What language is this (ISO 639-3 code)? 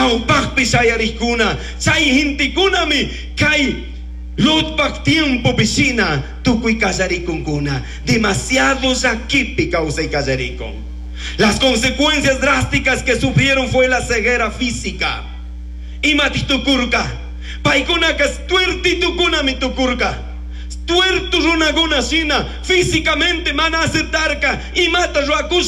qug